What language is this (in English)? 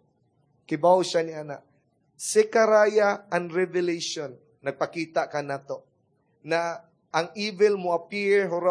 Cebuano